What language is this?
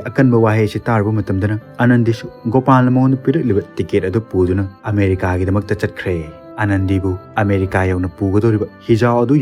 Manipuri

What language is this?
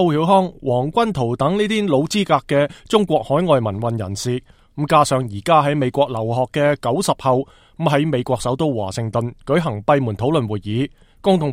Cantonese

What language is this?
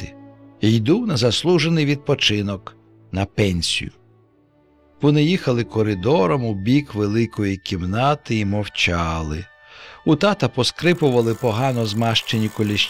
Ukrainian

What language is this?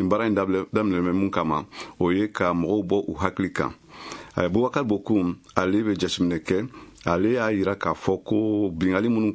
Bambara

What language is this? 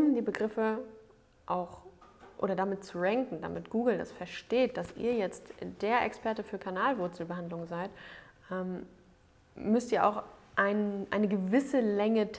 German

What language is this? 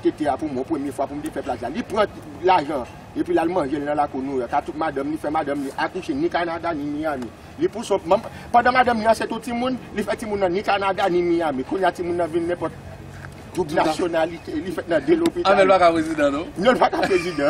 Haitian Creole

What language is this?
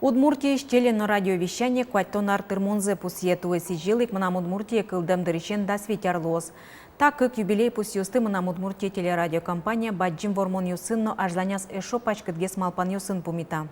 Udmurt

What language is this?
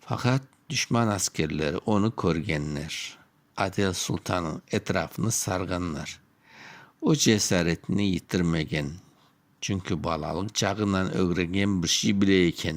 Crimean Tatar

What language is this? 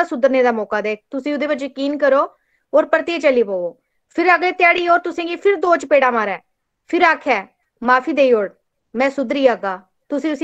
Dogri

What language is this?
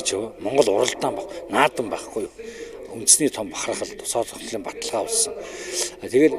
Mongolian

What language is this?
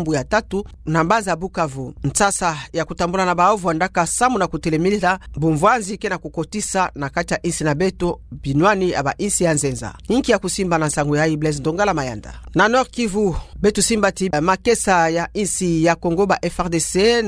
Kituba (Democratic Republic of Congo)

